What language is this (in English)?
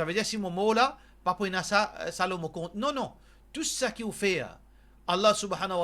Morisyen